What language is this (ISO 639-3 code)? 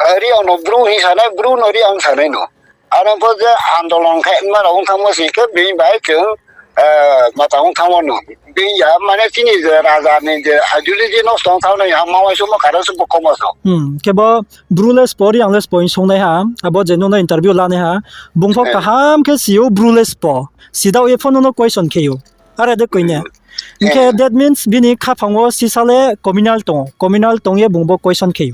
ria